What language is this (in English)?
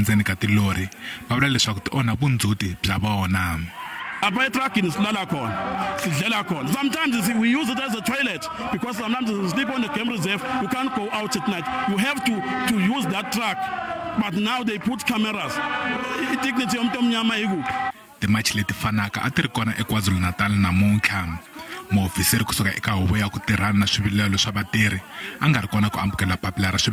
Tsonga